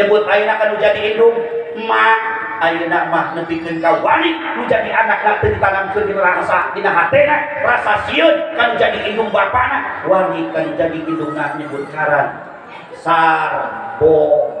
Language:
Sundanese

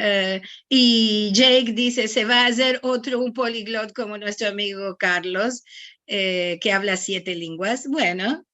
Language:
Ladino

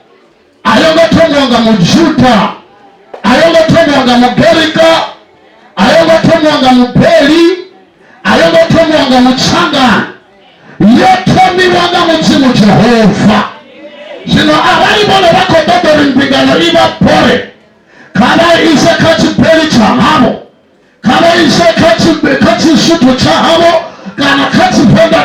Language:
Venda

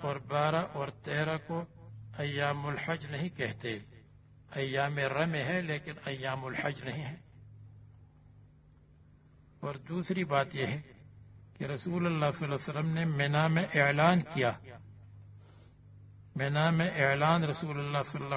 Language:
Urdu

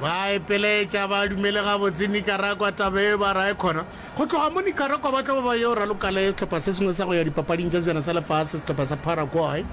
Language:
Northern Sotho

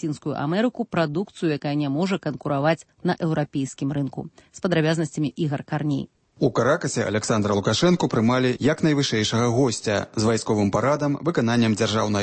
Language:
Belarusian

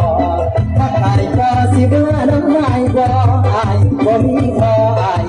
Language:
Lao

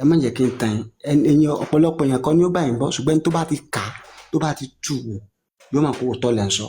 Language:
Yoruba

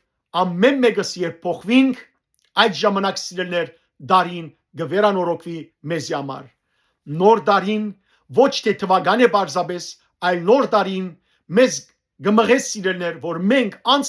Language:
Western Armenian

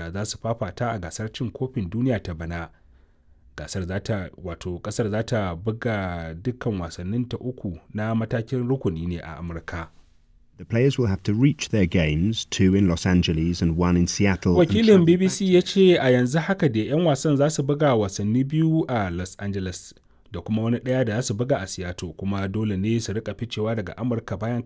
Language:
Hausa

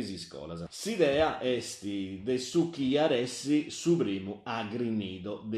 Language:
Sardinian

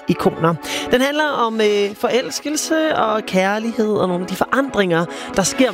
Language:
Danish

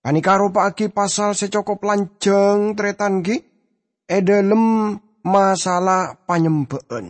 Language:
Madurese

